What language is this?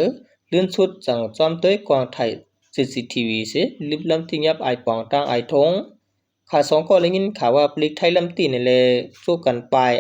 Shan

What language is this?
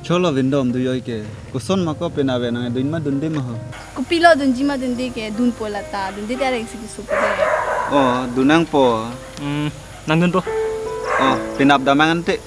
Karbi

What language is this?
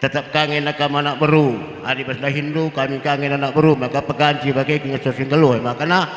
Batak Karo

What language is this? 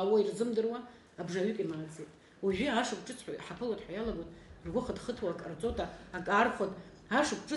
Abkhazian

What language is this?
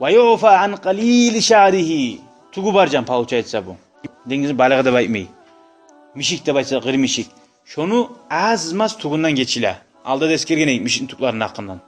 Kumyk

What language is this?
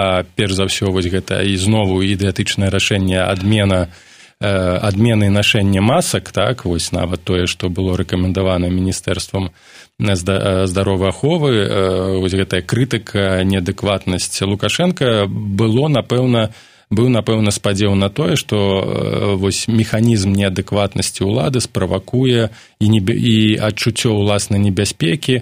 Belarusian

